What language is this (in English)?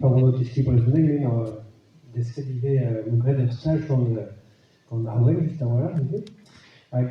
Breton